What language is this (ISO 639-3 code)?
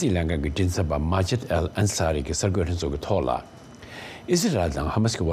bod